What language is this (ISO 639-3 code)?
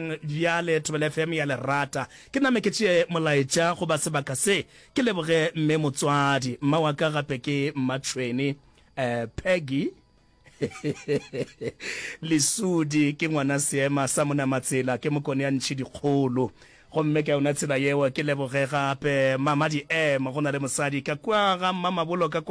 nso